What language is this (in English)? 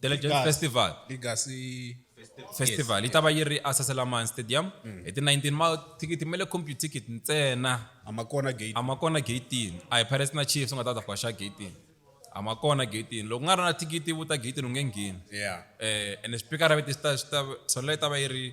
Tsonga